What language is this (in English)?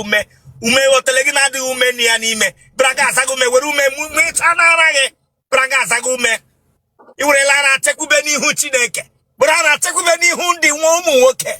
Igbo